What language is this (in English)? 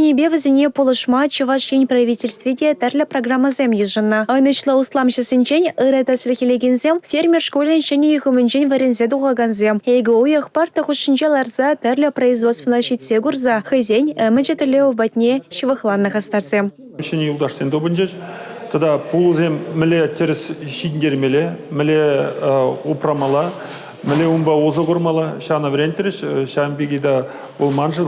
Chuvash